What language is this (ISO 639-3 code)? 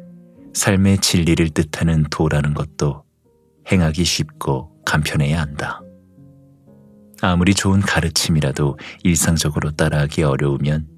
kor